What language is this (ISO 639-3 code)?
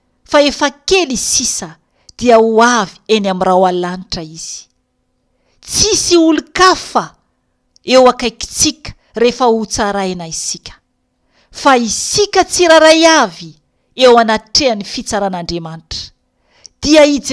mlg